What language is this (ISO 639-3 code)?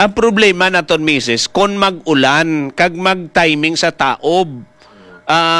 hil